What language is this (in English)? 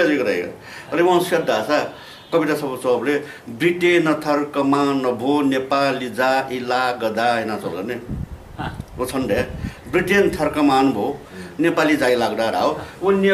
Newari